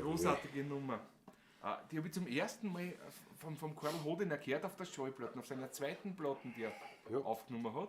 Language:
Bavarian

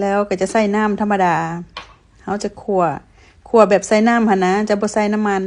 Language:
Lao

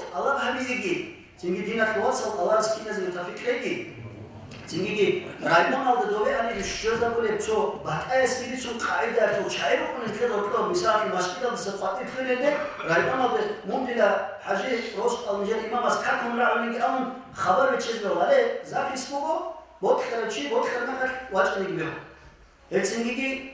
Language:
Avaric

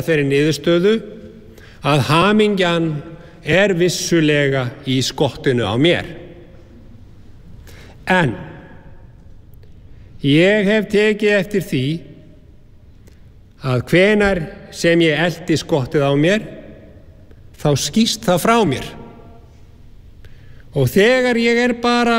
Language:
Icelandic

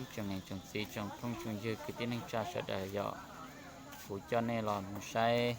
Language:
Hmong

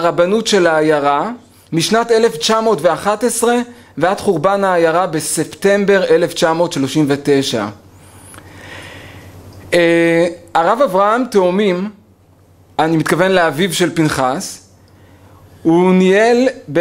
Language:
Hebrew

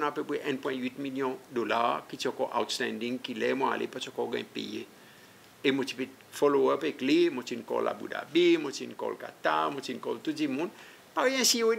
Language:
Seselwa Creole French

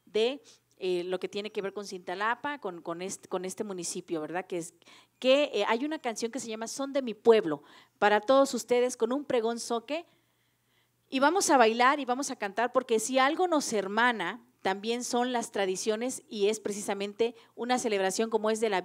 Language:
Spanish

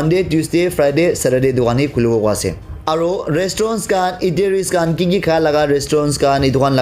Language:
Naga Pidgin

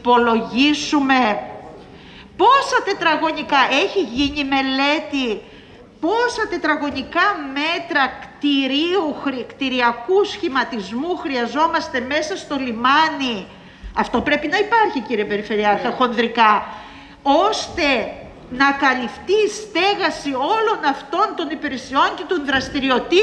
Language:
Greek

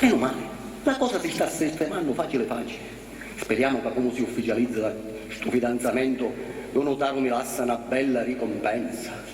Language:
Sicilian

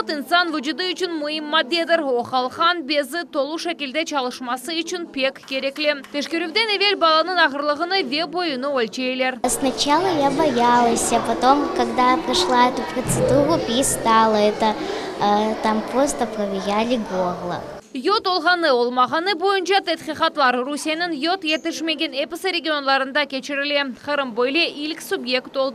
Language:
Crimean Tatar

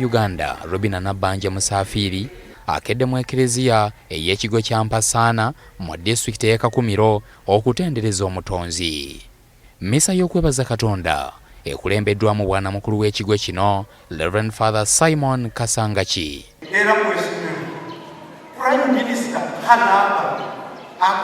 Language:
Ganda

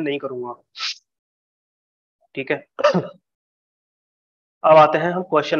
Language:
Hindi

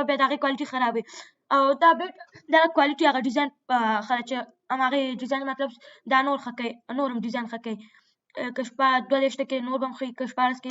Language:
Pashto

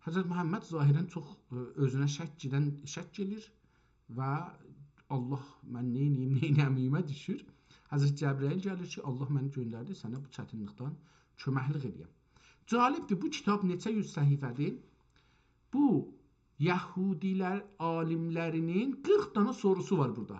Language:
South Azerbaijani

